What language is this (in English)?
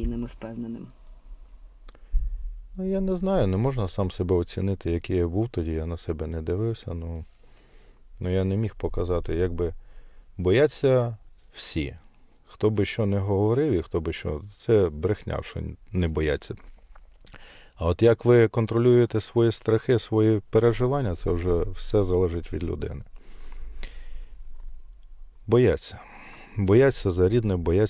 Ukrainian